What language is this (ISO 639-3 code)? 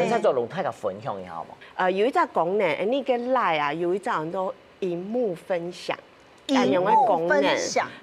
hak